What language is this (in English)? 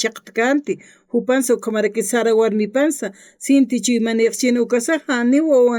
Aymara